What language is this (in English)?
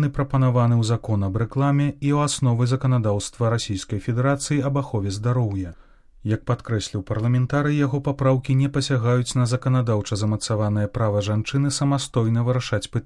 Belarusian